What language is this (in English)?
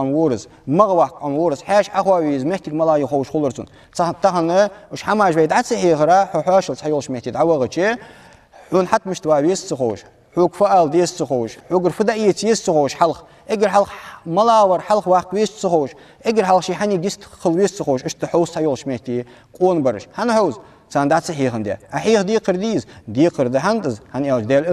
Ingush